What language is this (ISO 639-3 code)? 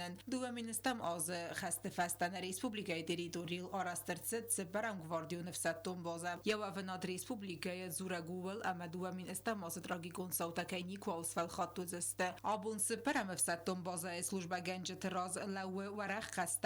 oss